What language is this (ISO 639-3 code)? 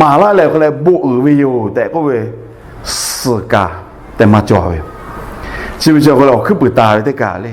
lhu